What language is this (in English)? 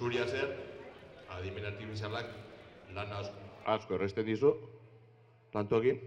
Basque